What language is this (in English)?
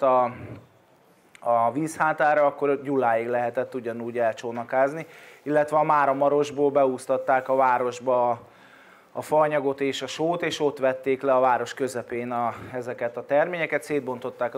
Hungarian